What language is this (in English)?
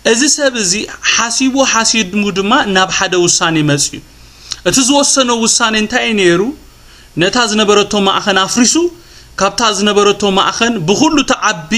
Tigrinya